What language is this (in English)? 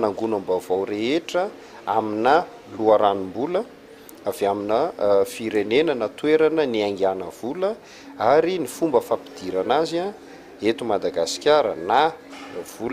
Malagasy